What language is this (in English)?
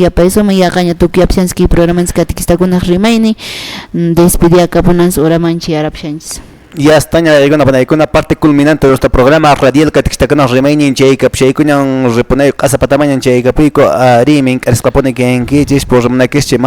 Quechua